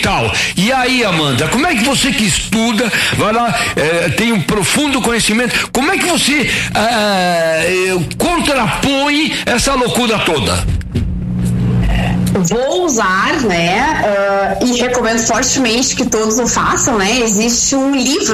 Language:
Portuguese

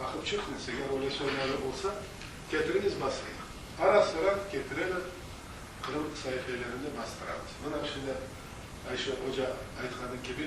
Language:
Crimean Tatar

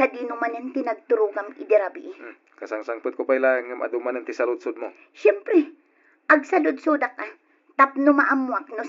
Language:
Iloko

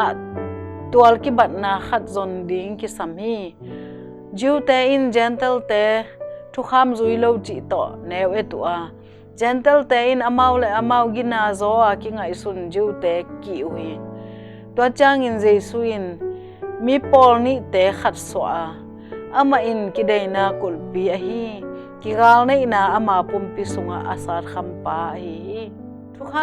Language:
Tedim Chin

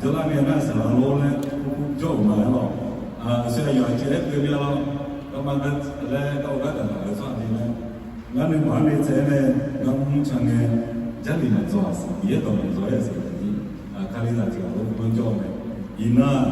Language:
Akha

